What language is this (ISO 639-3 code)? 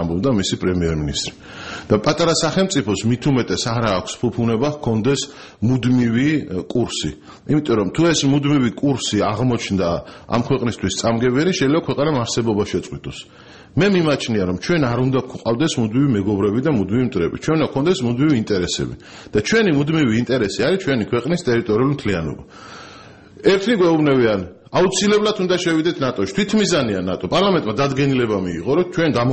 kat